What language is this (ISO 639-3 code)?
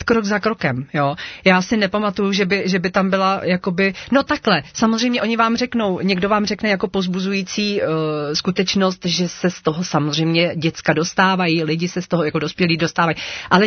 ces